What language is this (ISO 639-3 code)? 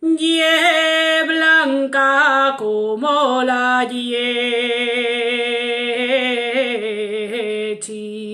ast